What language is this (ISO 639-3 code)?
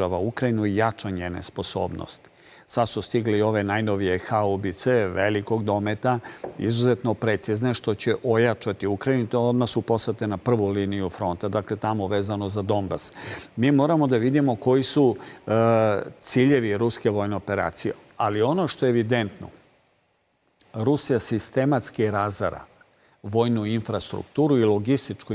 srp